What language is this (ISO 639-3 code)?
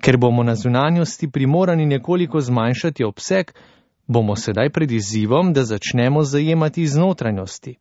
slv